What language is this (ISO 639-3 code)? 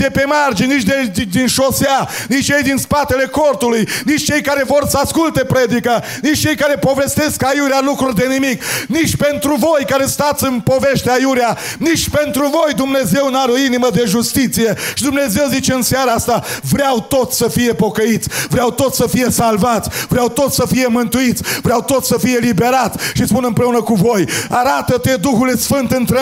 ron